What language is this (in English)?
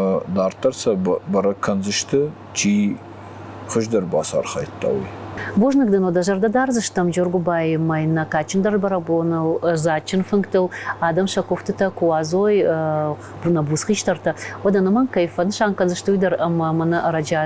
Ossetic